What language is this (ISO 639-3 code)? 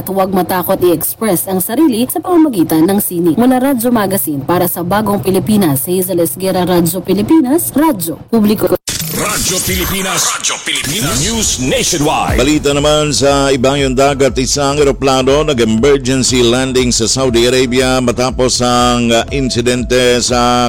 fil